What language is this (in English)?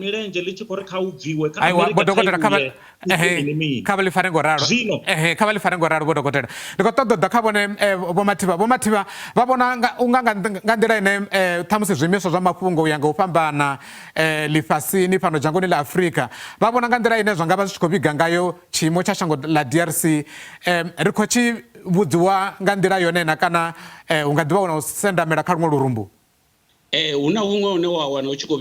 Venda